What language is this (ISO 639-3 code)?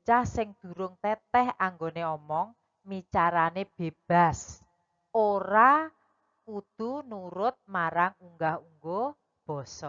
jav